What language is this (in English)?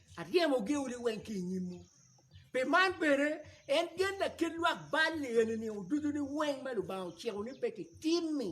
Acoli